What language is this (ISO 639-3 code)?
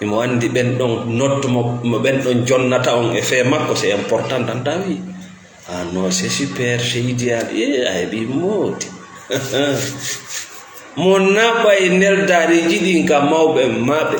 ful